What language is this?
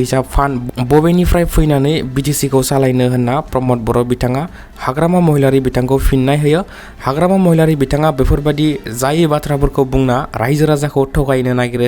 Bodo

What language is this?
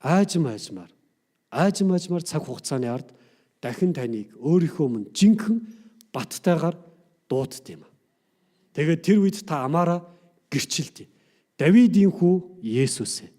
Mongolian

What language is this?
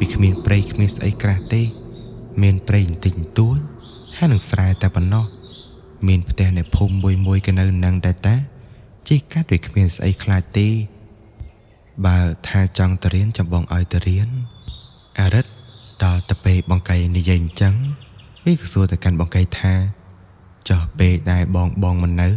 Khmer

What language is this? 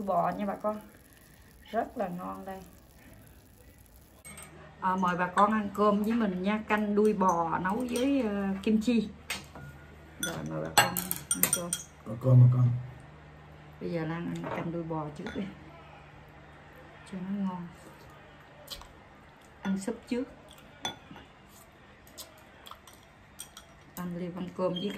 Vietnamese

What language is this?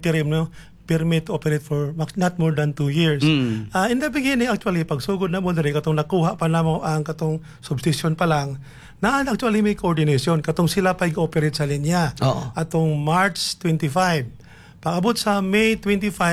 Cebuano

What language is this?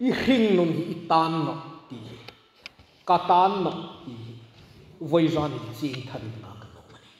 Hmar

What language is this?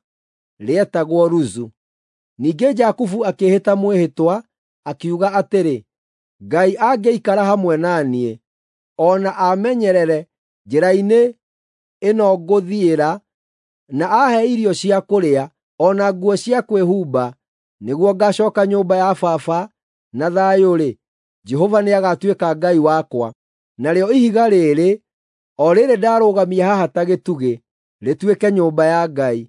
Kikuyu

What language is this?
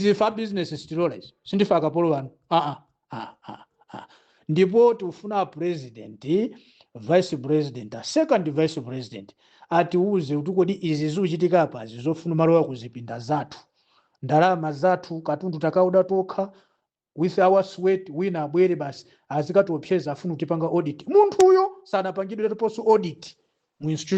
Nyanja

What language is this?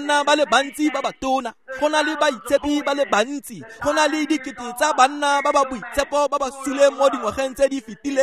Tswana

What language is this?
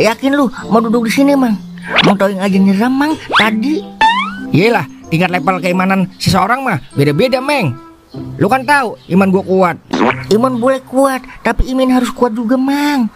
Betawi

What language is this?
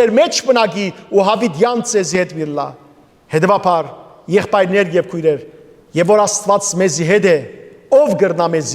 Western Armenian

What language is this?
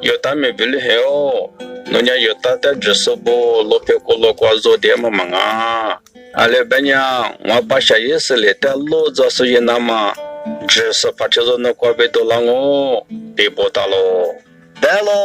Lisu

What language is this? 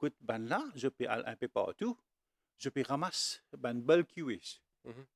Morisyen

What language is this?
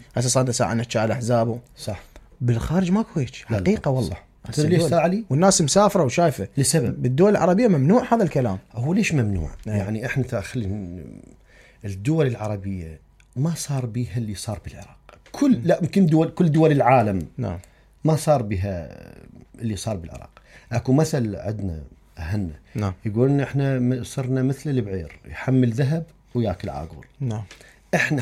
Mesopotamian Arabic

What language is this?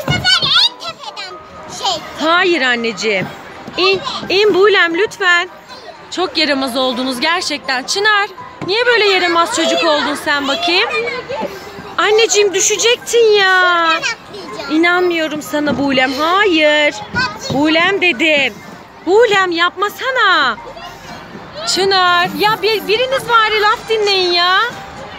Turkish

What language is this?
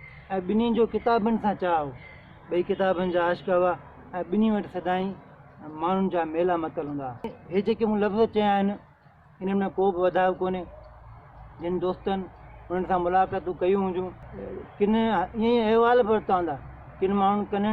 Sindhi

